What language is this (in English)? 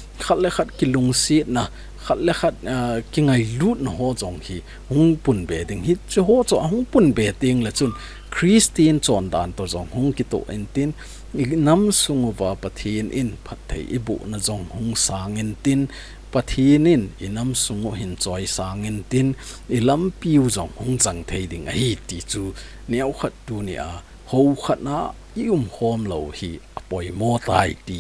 Thado Chin